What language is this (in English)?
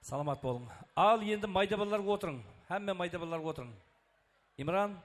Kara-Kalpak